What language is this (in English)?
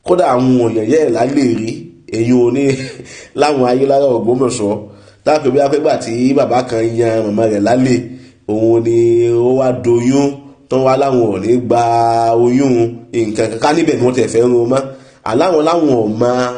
Yoruba